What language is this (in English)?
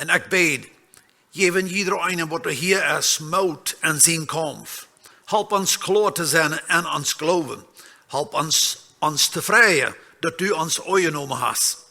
Plautdietsch